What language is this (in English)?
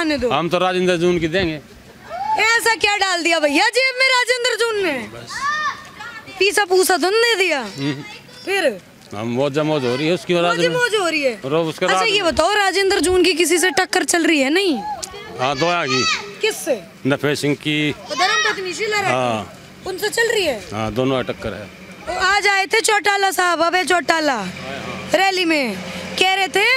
Hindi